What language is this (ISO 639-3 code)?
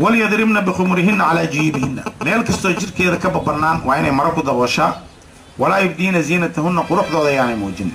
som